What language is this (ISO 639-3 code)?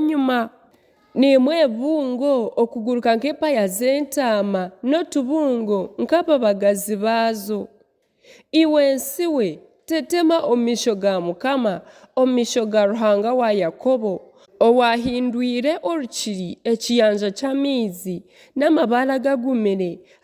nyn